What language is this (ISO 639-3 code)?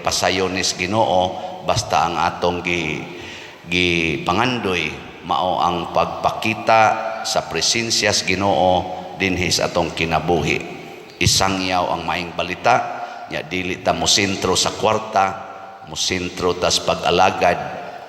ceb